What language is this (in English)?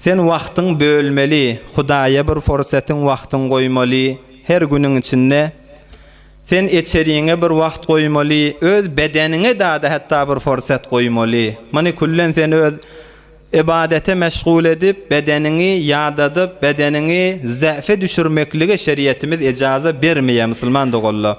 Turkmen